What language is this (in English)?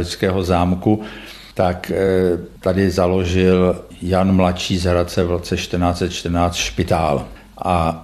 Czech